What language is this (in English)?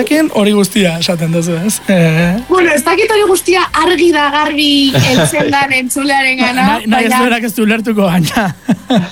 Basque